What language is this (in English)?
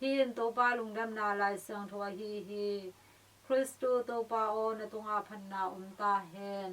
Tedim Chin